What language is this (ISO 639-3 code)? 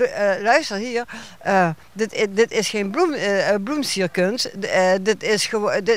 lim